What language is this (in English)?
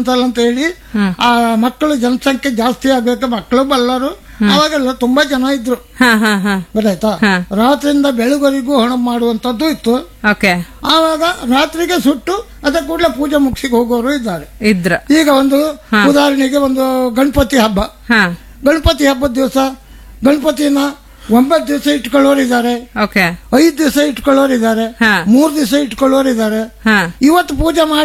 Kannada